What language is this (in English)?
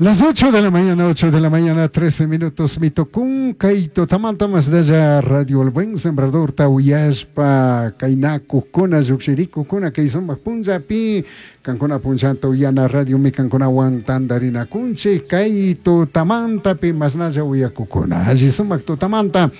Chimborazo Highland Quichua